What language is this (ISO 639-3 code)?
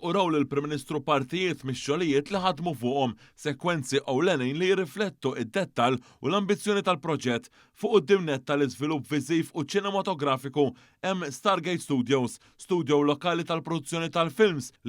mlt